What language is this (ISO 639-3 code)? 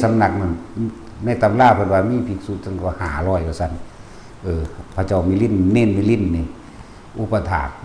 tts